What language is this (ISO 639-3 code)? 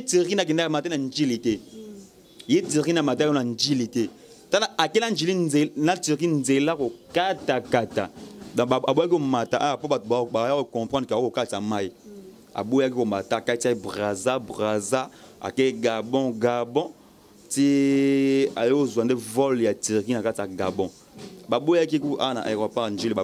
lin